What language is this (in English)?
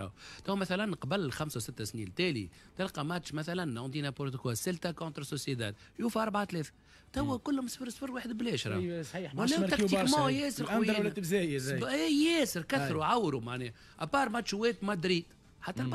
Tunisian Arabic